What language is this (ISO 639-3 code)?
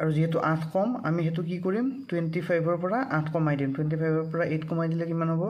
asm